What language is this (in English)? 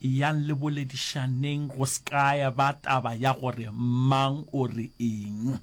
Northern Sotho